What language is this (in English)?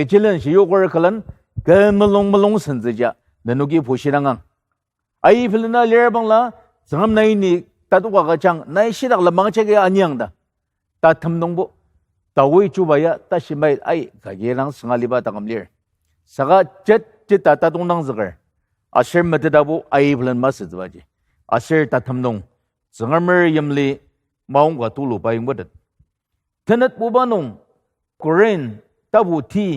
Ao Naga